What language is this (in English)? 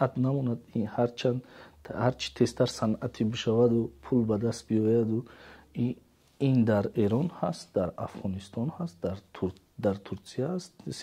Tajik